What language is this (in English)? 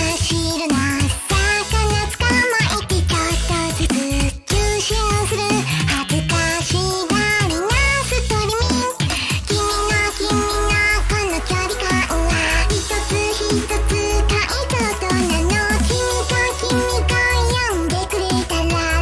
Japanese